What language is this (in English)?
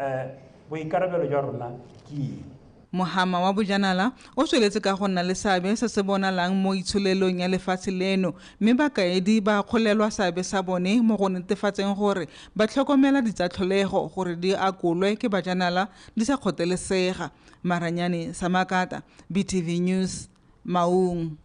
Tswana